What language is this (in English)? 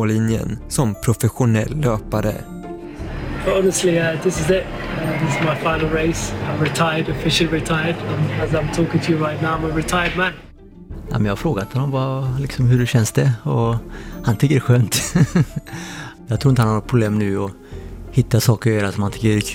Swedish